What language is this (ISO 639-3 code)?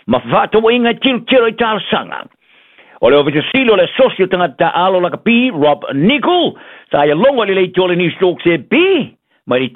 smo